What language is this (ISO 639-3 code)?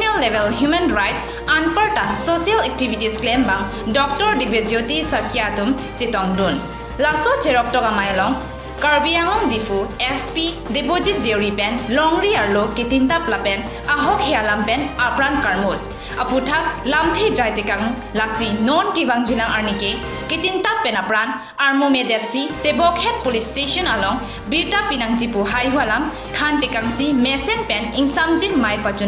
mjw